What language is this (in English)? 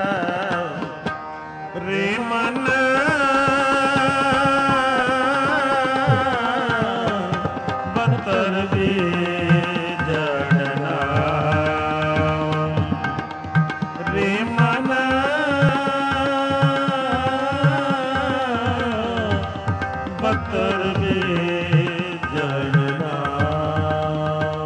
Punjabi